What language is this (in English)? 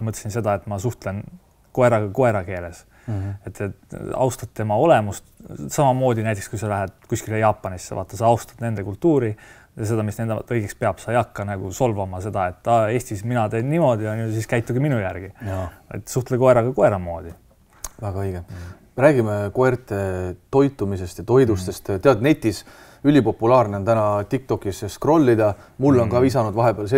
Estonian